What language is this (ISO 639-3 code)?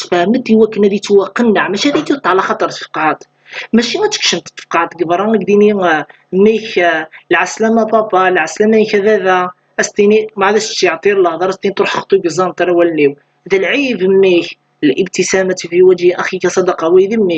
kab